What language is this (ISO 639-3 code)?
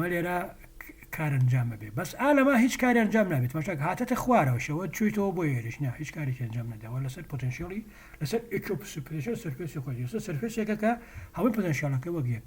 ckb